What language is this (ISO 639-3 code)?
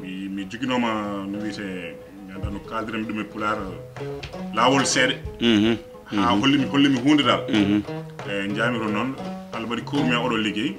ful